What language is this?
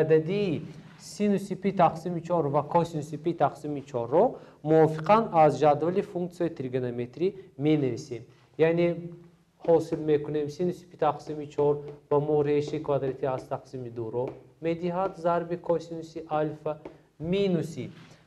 Tajik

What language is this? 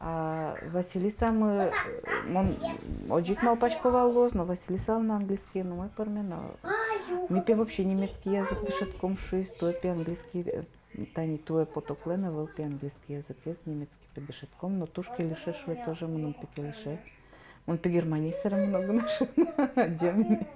Udmurt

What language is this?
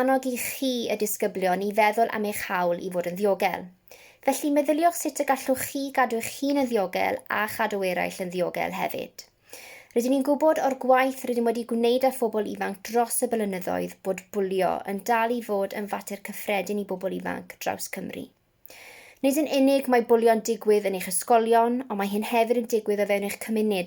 Welsh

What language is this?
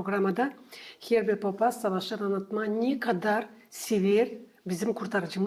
Gagauz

